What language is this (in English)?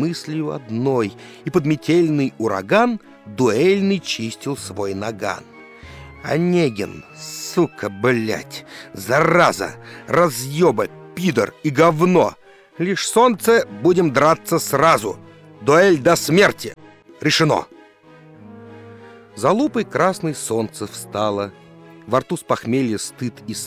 Russian